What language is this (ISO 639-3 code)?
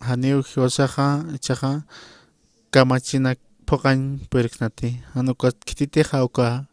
aym